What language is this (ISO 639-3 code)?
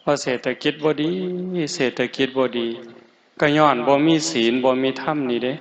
tts